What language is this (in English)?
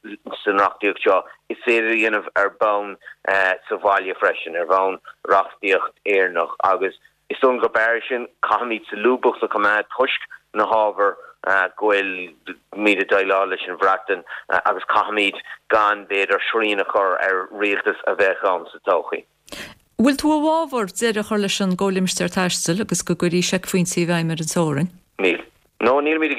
Irish